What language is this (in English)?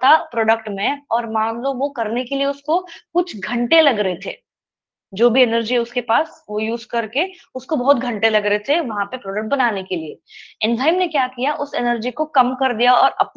Hindi